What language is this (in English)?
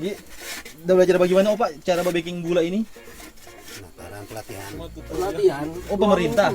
Manado Malay